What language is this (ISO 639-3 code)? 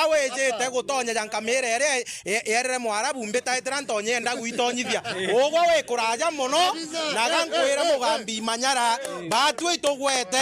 mer